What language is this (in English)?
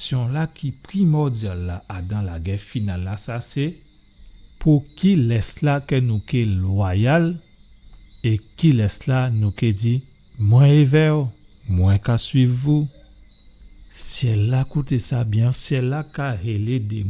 Guadeloupean Creole French